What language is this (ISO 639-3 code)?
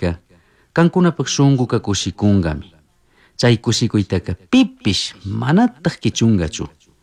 qug